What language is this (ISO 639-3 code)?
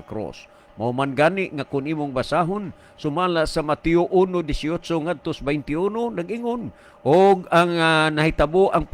ceb